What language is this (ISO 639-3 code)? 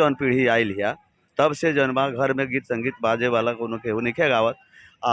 bho